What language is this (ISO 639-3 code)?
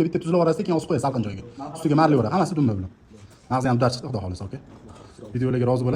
uzb